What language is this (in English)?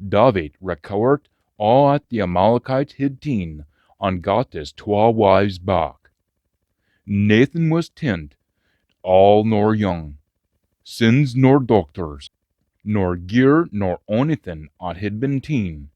Scots